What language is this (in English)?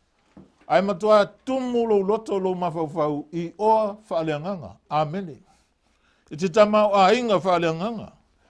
Samoan